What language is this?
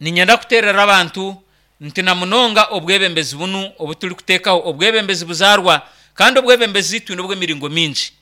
Nyankole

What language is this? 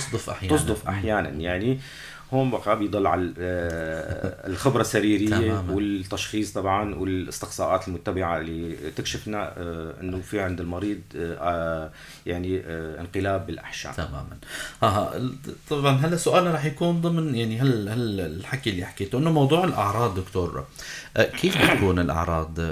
North Levantine Arabic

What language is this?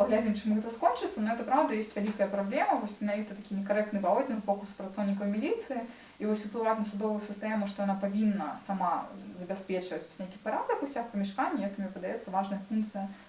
Belarusian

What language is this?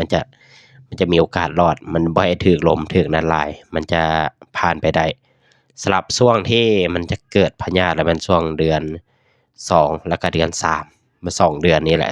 Lao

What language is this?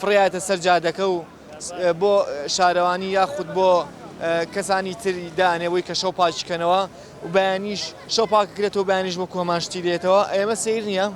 Central Kurdish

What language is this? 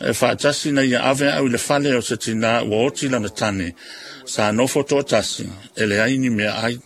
Samoan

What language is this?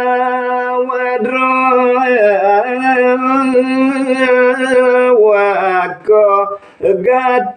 Balinese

